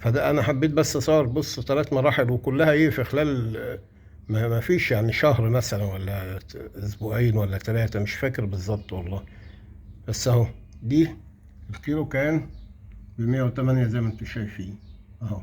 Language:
Egyptian Arabic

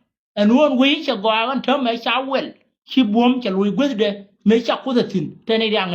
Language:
Nuer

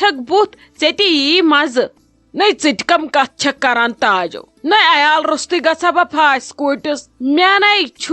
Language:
Kashmiri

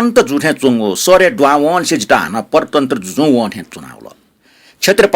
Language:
Newari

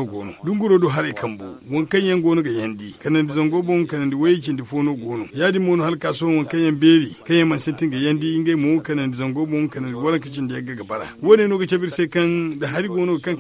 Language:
Zarma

